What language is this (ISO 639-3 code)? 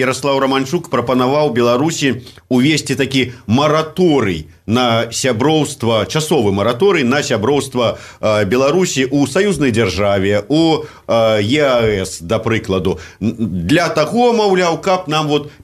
bel